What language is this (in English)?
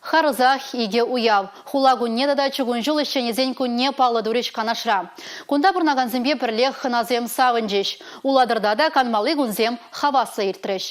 Chuvash